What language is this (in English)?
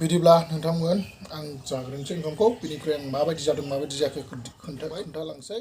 Bodo